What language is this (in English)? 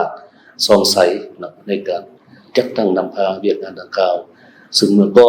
Lao